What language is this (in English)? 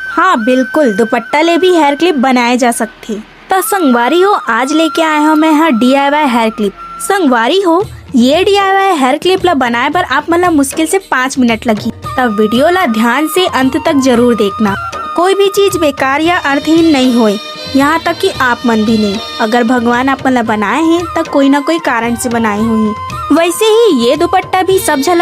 Chhattisgarhi